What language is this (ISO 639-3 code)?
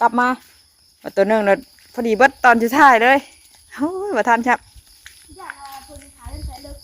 tts